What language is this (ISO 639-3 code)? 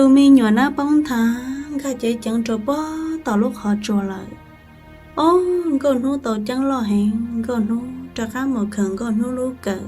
hmn